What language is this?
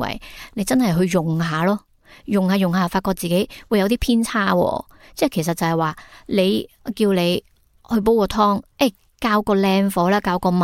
Cantonese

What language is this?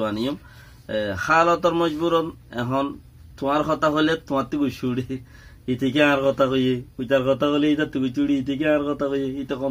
Rohingya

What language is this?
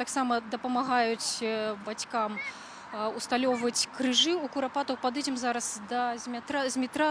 Belarusian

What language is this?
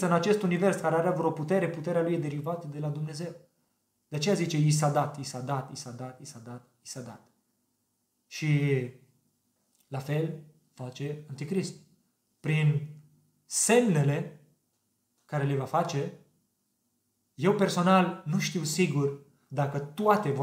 Romanian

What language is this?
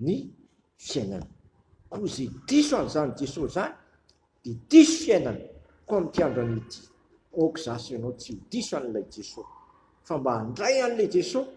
Malagasy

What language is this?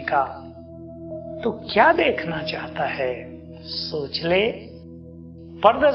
Hindi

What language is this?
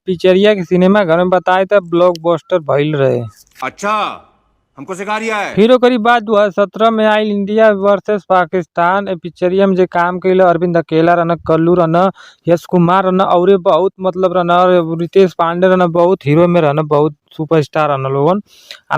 Bhojpuri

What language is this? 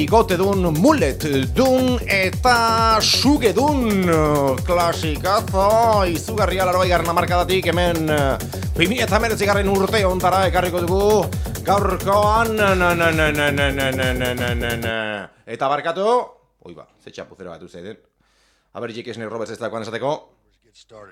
Basque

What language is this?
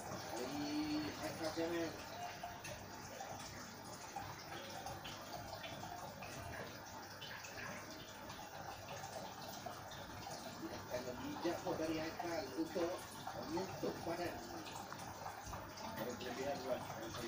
Malay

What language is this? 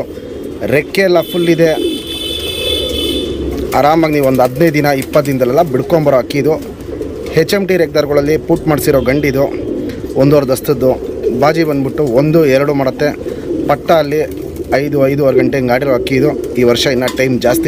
Kannada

